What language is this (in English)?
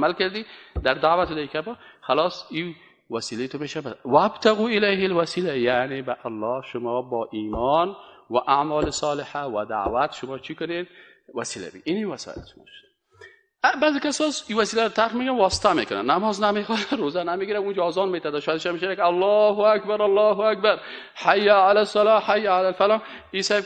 Persian